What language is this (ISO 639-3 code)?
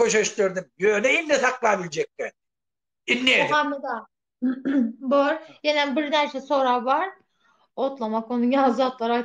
tuk